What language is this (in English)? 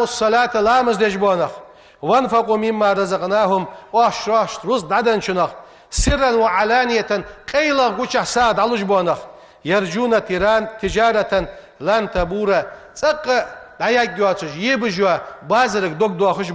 Ingush